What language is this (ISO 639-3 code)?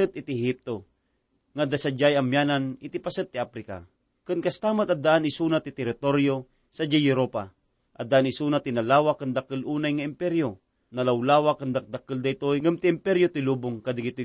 ilo